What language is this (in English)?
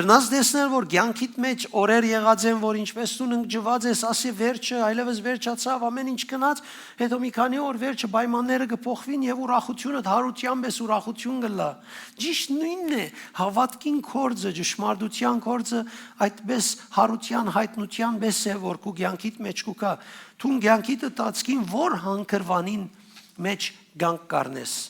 Western Armenian